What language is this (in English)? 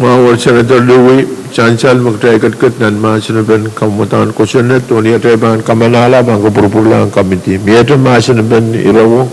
Pohnpeian